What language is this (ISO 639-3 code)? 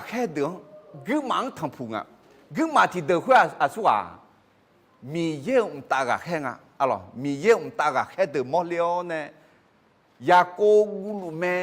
ahk